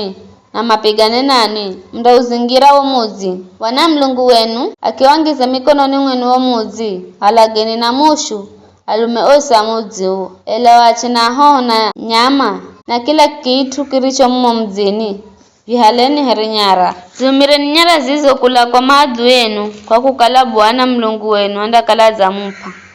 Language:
Giryama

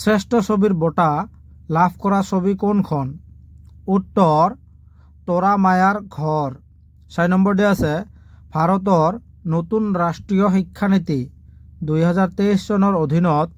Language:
Assamese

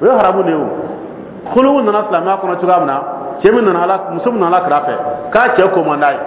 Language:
Dyula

